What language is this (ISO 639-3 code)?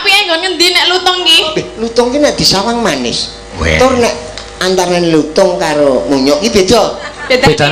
jav